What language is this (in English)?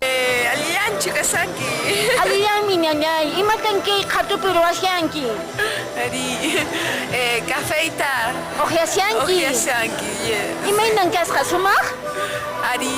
Quechua